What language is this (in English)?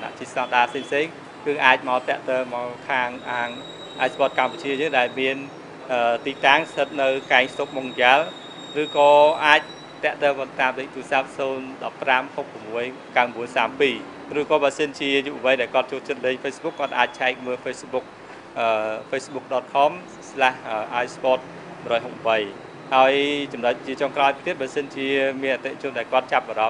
Khmer